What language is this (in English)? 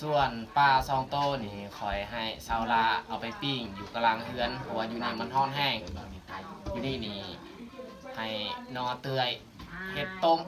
Lao